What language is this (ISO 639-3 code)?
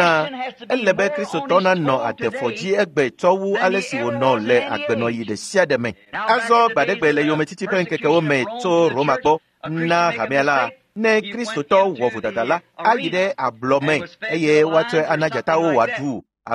ewe